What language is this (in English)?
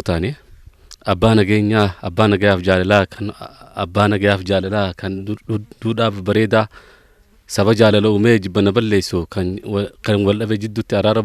Oromo